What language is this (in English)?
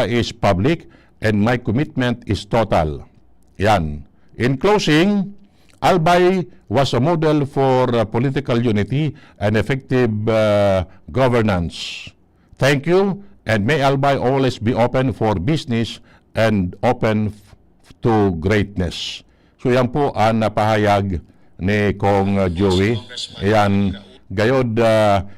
Bikol